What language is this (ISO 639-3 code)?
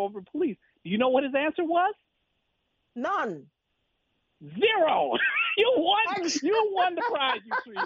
eng